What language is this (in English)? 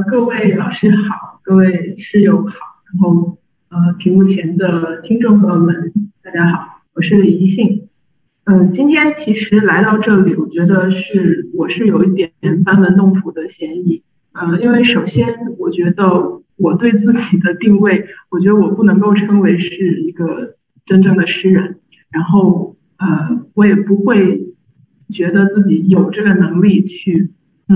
Chinese